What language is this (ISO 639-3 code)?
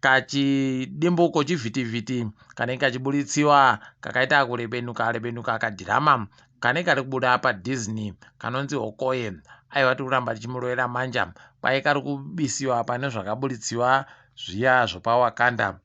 ndc